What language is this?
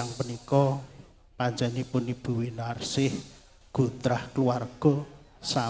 Javanese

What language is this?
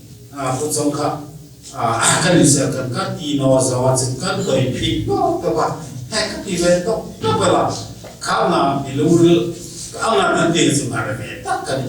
Hmar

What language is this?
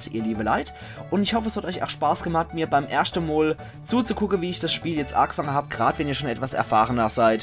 Palatine German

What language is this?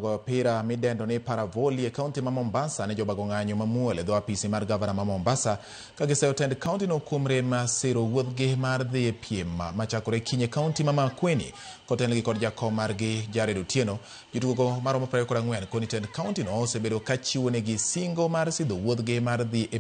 Luo (Kenya and Tanzania)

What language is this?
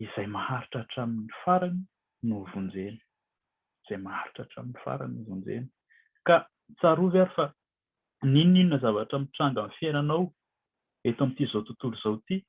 Malagasy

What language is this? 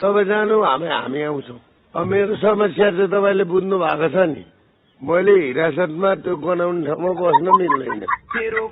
Nepali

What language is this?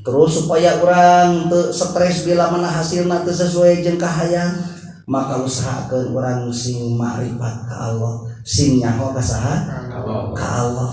Sundanese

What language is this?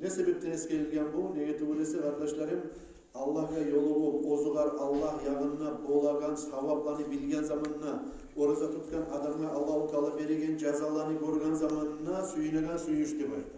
Kumyk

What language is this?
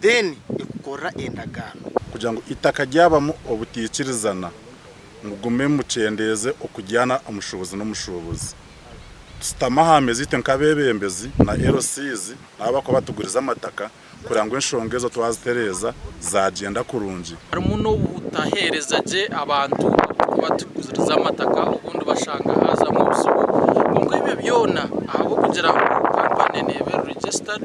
Nyankole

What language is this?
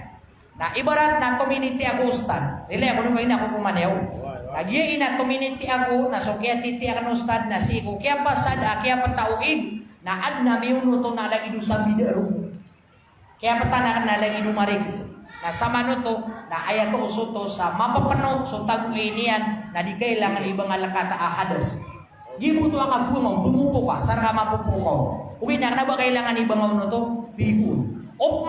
Maranao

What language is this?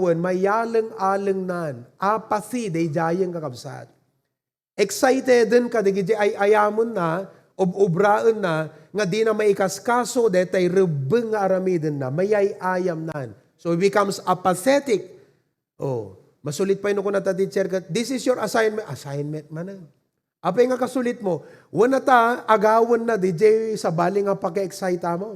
Iloko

